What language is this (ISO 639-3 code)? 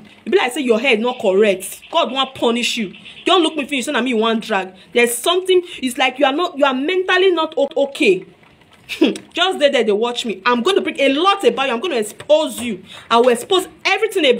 pcm